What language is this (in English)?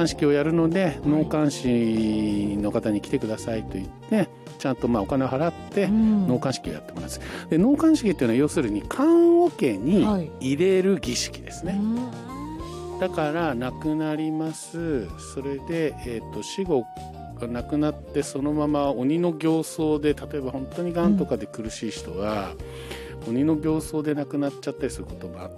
Japanese